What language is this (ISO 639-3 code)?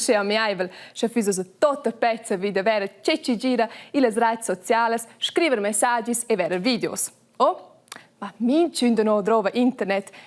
roh